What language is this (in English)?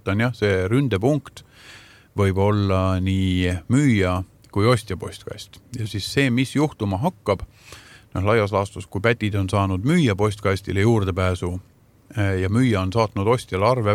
Estonian